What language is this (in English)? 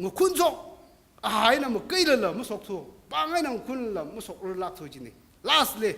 Tangkhul Naga (India)